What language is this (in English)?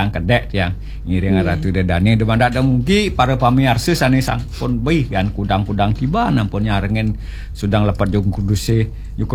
Balinese